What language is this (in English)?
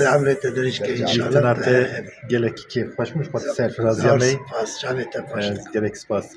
Kurdish